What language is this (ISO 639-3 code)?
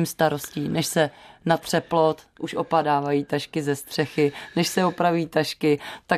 ces